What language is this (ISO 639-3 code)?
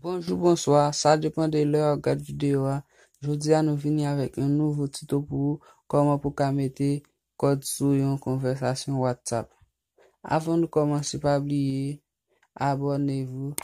hat